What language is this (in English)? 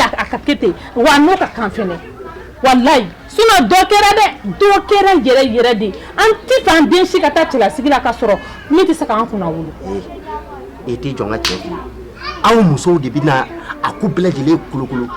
Bambara